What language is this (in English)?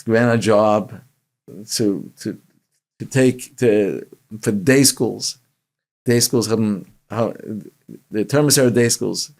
Yiddish